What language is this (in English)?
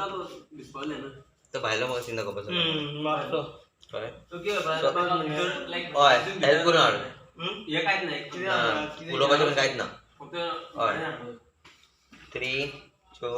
Konkani